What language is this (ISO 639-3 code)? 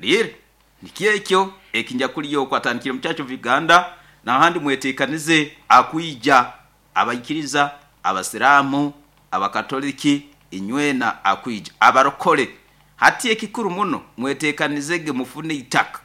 nyo